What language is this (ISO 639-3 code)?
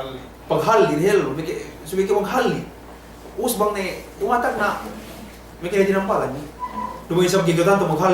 yka